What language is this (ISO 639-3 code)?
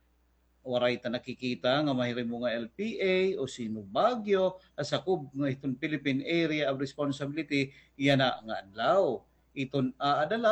war